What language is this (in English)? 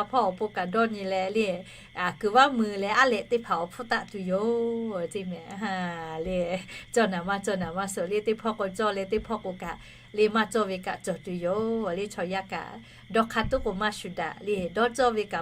Lahu